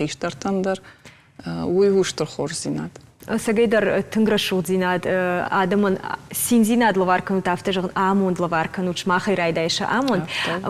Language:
Ossetic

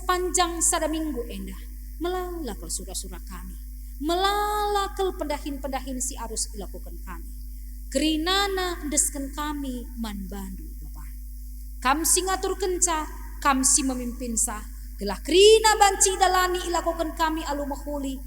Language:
Batak Karo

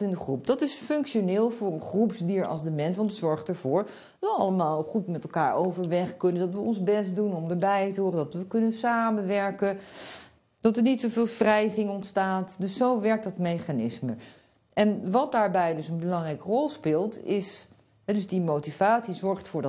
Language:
Dutch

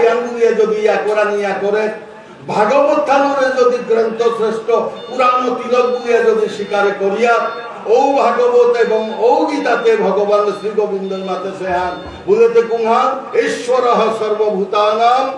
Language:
Bishnupriya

